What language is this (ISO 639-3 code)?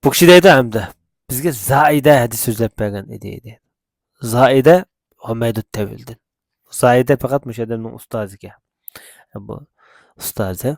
uig